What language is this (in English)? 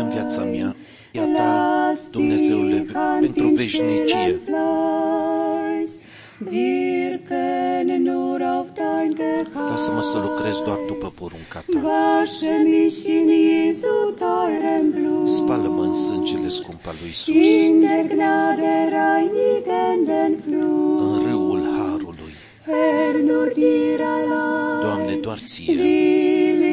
Romanian